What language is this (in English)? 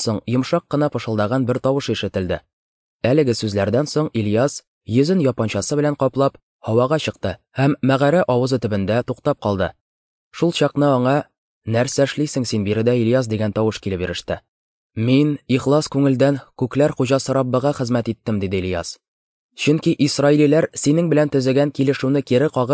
Tatar